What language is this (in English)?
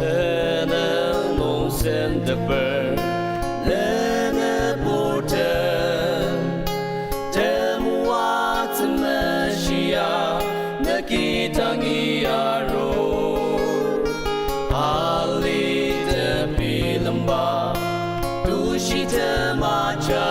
Ao Naga